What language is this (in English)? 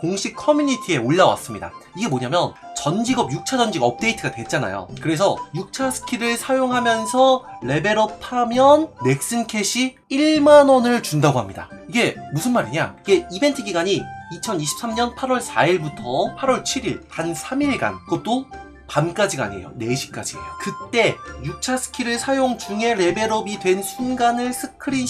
Korean